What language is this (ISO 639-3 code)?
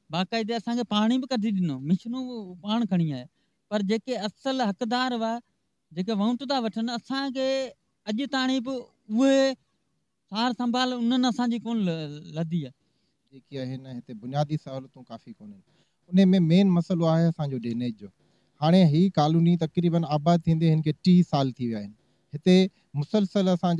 snd